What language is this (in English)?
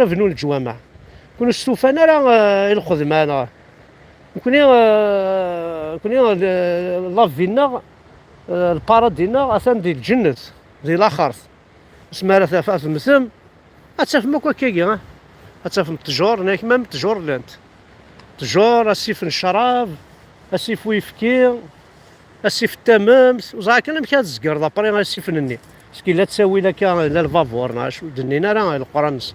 Kabyle